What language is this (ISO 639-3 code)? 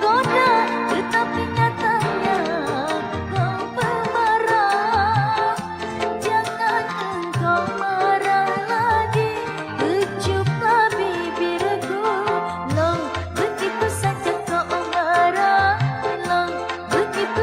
bjn